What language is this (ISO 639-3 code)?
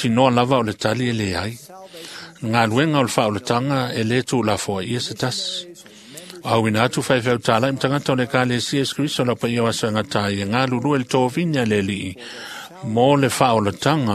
smo